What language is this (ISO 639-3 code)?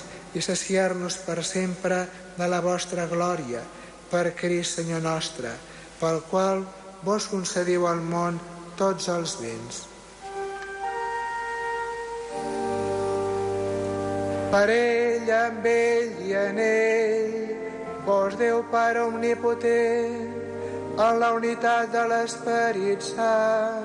cat